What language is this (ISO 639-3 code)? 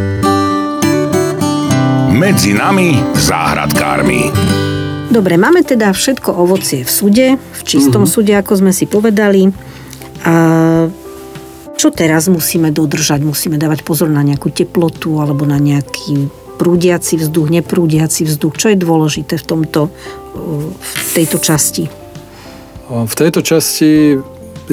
slk